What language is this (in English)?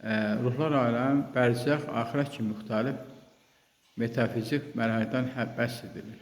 Azerbaijani